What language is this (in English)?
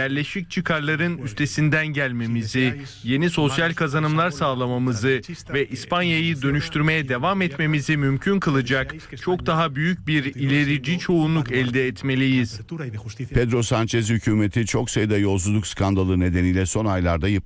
Turkish